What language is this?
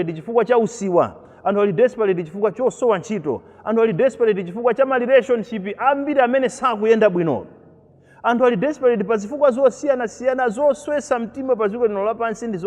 Nyanja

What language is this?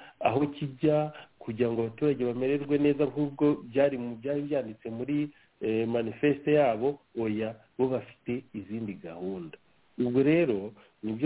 Kinyarwanda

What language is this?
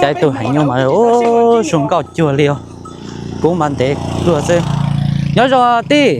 Hmong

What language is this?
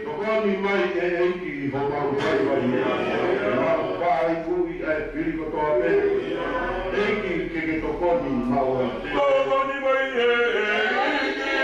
Tongan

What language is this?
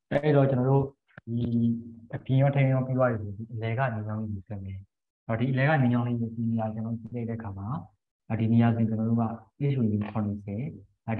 Burmese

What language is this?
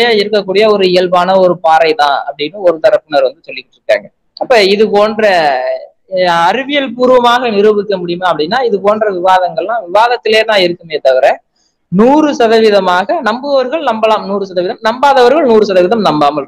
Tamil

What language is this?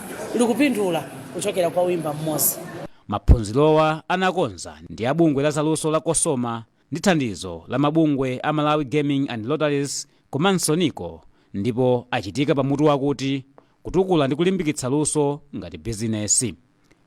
Nyanja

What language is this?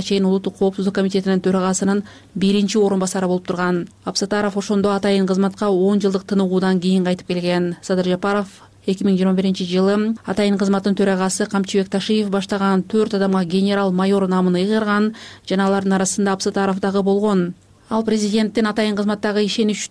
Kyrgyz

